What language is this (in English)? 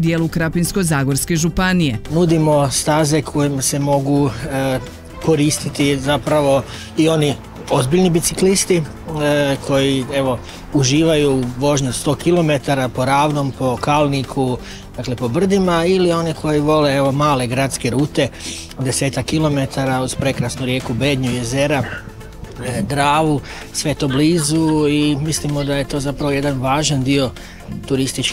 Croatian